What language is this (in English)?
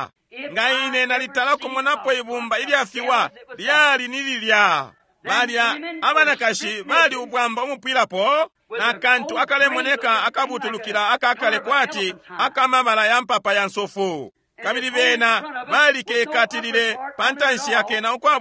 Bemba